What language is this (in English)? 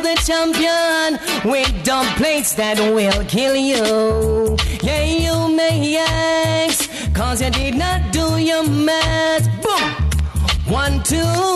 Jamaican Creole English